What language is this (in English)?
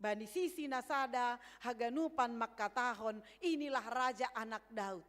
Batak Simalungun